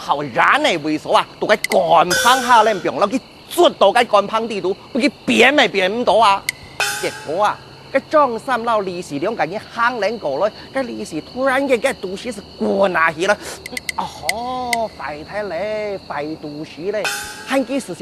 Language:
Hakka Chinese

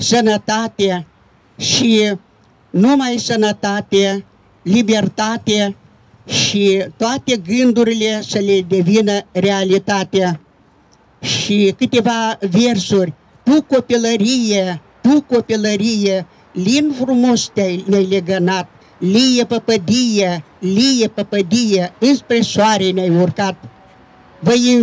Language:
Romanian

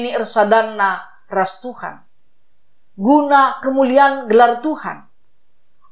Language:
Batak Karo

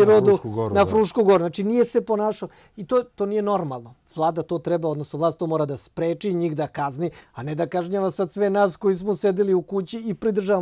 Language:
Serbian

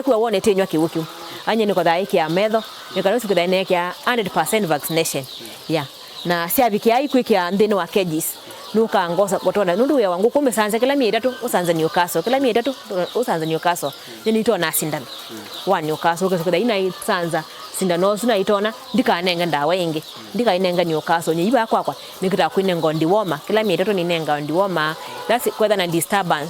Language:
Kamba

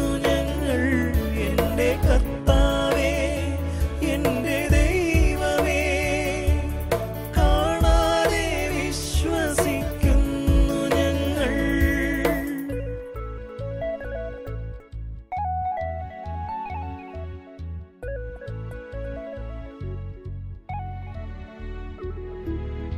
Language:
Malayalam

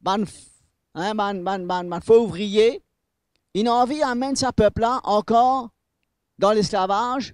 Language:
Morisyen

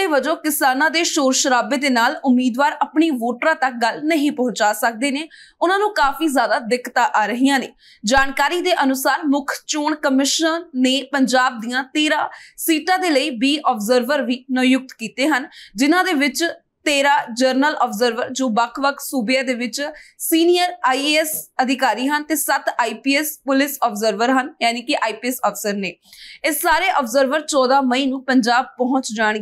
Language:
Punjabi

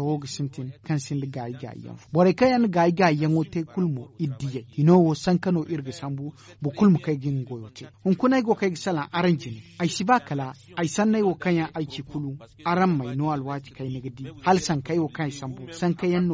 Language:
Zarma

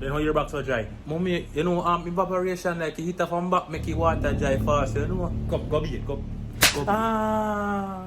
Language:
Jamaican Creole English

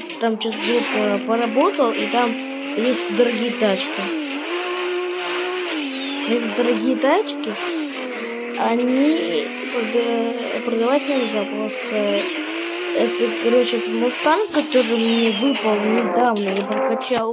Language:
Russian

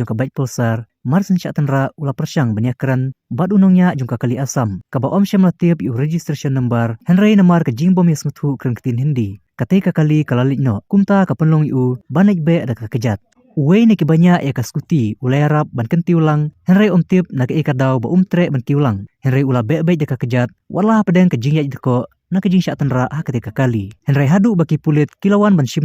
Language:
Khasi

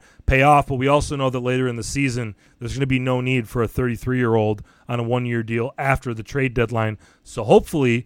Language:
English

